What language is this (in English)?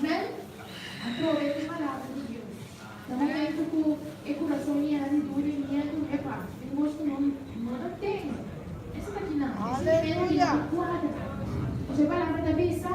Papiamento